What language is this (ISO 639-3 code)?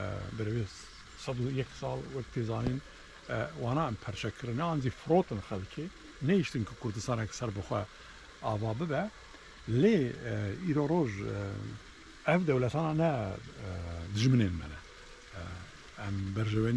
kur